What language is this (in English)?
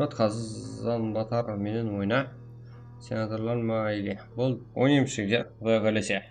Kara-Kalpak